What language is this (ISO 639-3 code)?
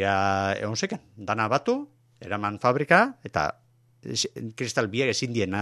eus